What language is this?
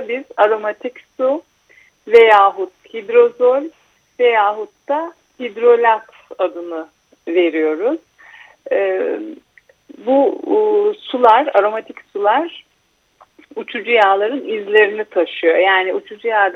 Turkish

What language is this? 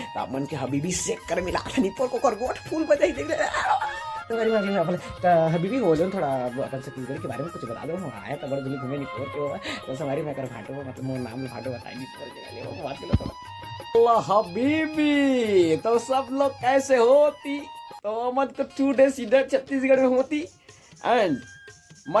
Chhattisgarhi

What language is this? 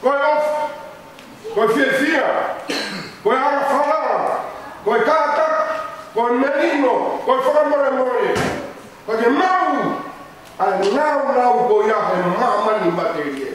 Tongan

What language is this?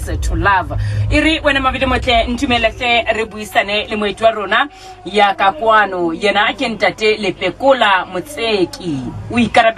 Southern Sotho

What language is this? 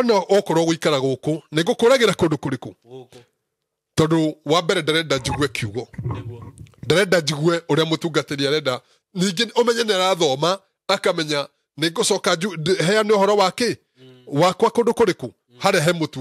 Kikuyu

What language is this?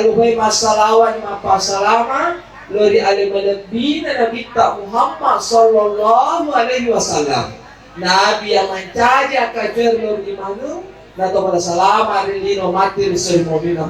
Buginese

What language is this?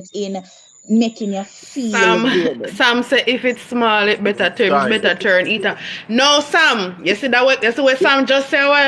Jamaican Creole English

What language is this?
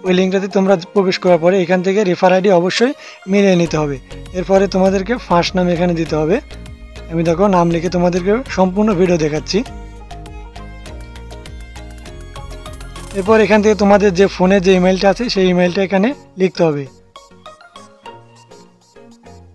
Bangla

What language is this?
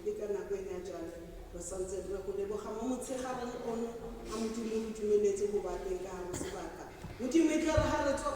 Southern Sotho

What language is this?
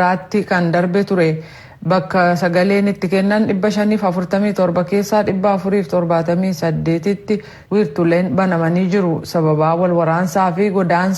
Oromo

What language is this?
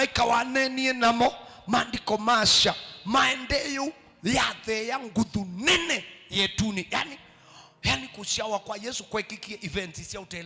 Kamba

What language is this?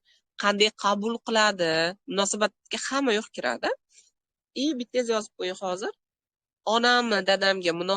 Uzbek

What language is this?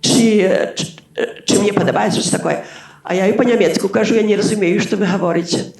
Belarusian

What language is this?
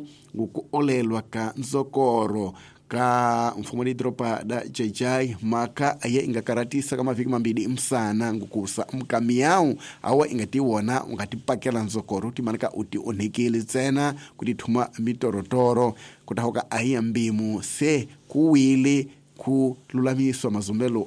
Tsonga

